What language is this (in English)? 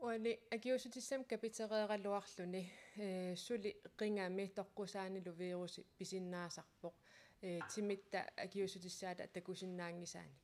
Kalaallisut